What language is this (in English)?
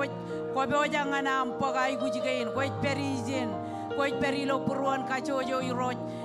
Marshallese